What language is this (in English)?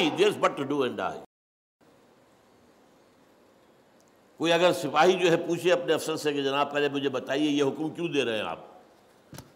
Urdu